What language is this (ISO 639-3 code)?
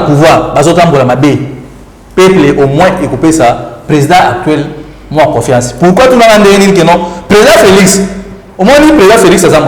lin